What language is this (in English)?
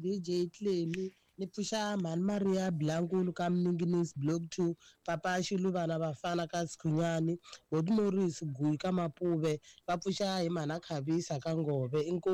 Tsonga